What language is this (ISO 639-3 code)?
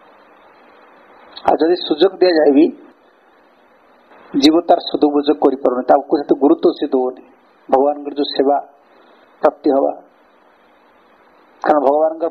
ori